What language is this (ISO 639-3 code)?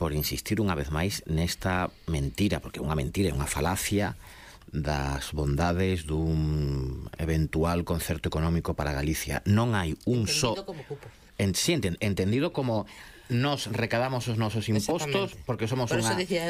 glg